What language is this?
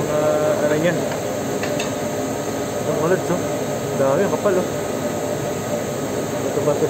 Filipino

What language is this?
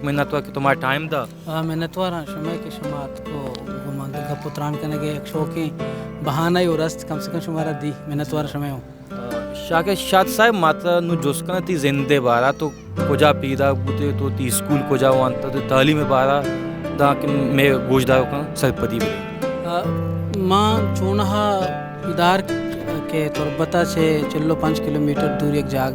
Baluchi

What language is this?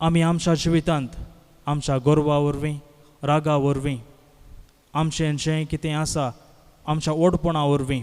Konkani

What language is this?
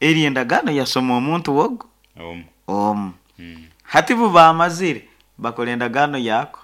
Nyankole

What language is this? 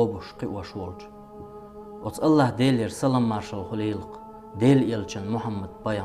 Chechen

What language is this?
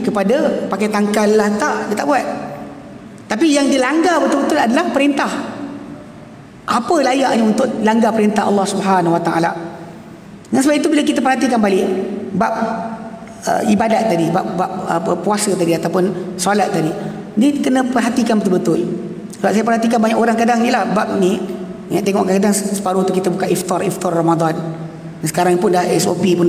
Malay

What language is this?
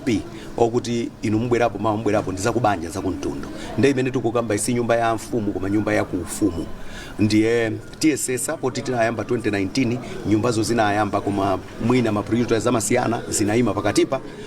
Nyanja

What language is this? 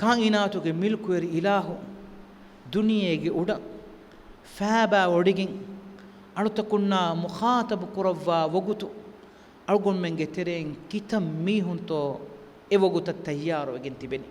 Divehi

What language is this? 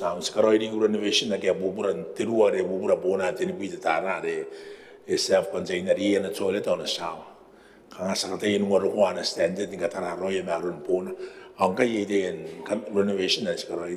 Gilbertese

